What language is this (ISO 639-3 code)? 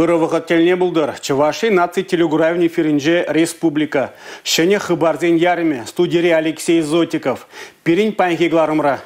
chv